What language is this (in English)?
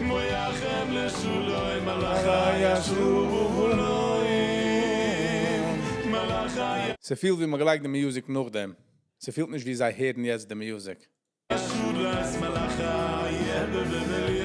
Yiddish